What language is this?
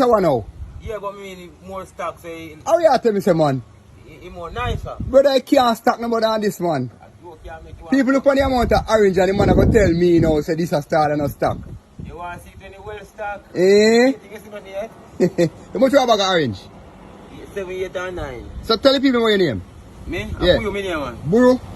Jamaican Creole English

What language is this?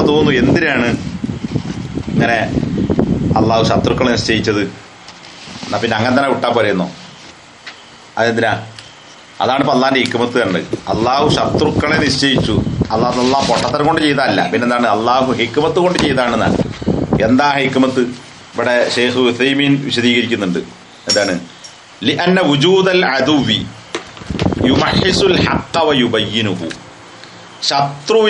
Malayalam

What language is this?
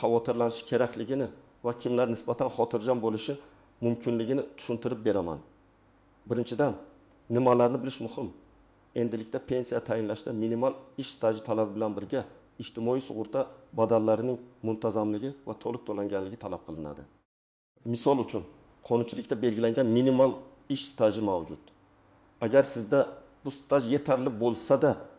Uzbek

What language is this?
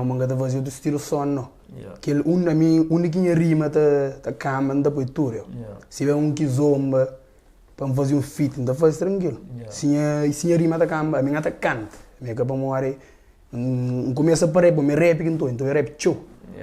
Kabuverdianu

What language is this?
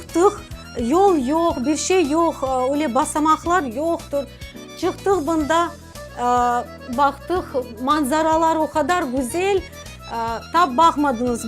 Crimean Tatar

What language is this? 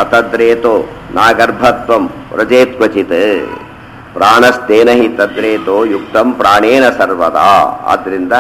Kannada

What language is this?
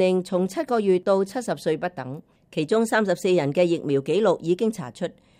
Cantonese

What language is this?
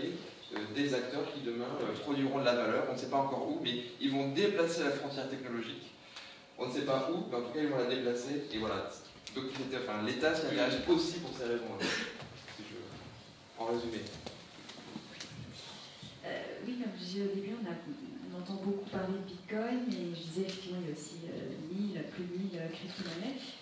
French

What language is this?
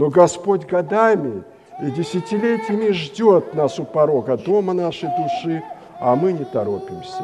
Russian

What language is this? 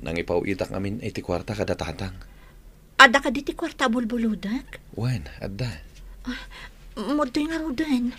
Iloko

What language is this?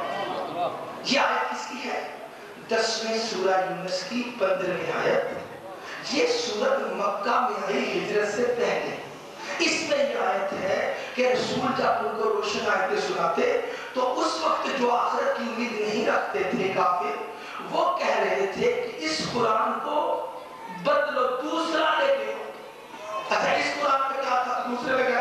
Urdu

